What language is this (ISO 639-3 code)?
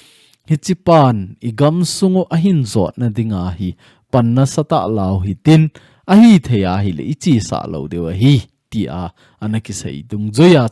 tcz